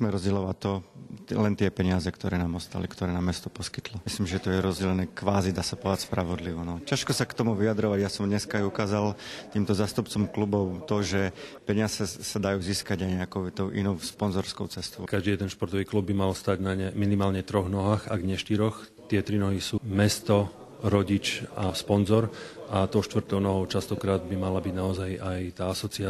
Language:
Slovak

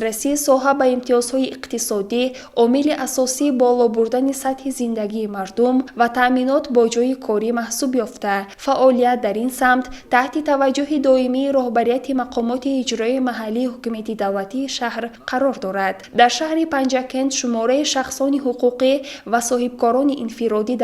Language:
Tajik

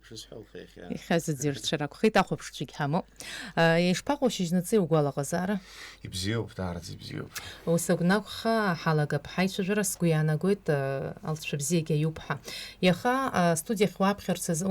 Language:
Abkhazian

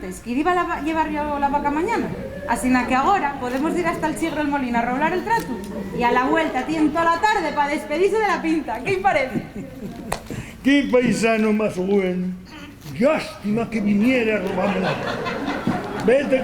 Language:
Asturian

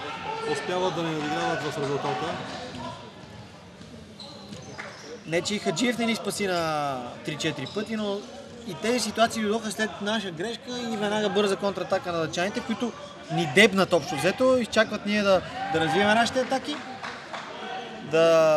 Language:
Bulgarian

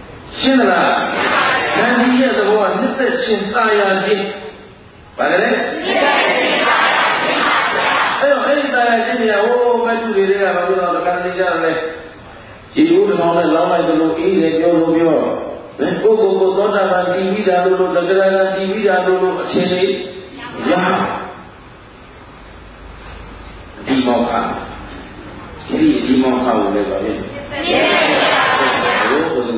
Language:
Burmese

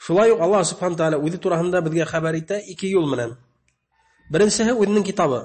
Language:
Bashkir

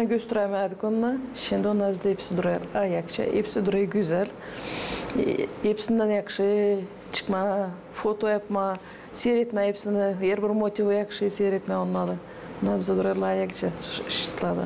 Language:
Gagauz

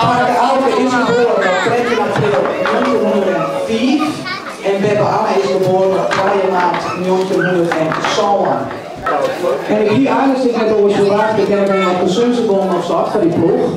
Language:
Western Frisian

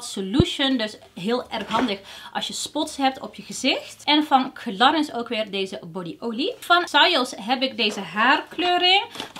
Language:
Dutch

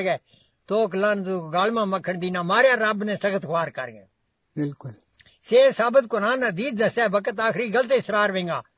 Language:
Gujari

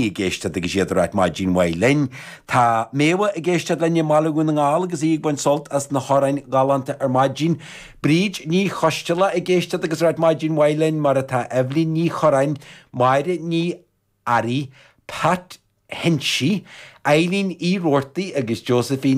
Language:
Irish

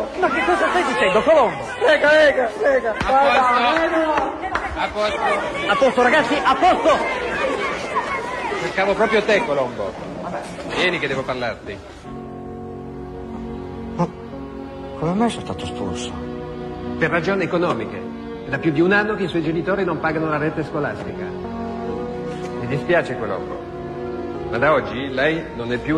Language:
Italian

